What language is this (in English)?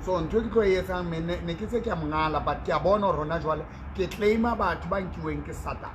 Southern Sotho